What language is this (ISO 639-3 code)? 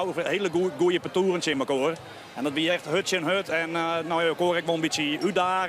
fry